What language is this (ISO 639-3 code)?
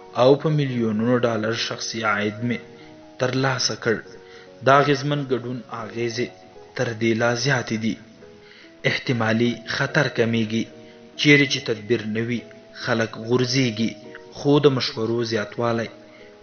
pus